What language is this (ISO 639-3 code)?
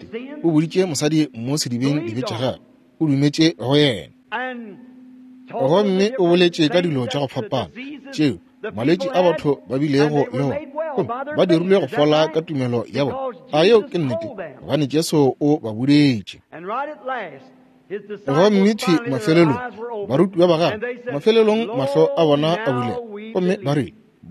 nso